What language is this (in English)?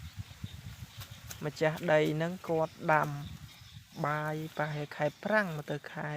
Khmer